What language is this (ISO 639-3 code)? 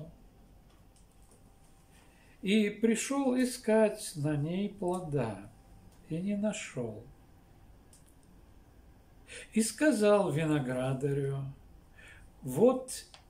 rus